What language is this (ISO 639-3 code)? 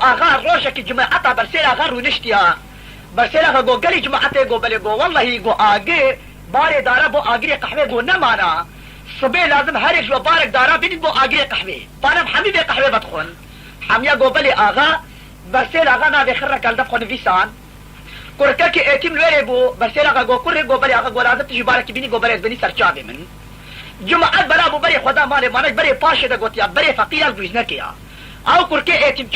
kur